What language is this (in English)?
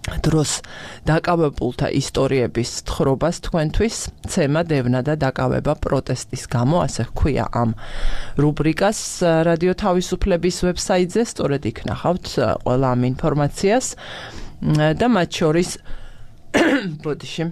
Georgian